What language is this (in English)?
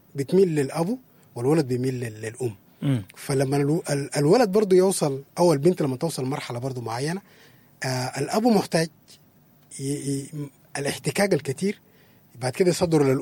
Sudanese Arabic